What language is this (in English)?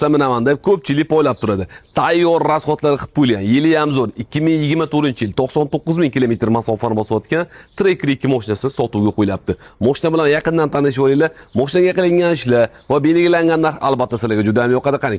Uzbek